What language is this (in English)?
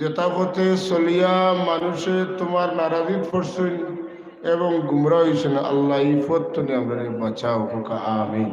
Sylheti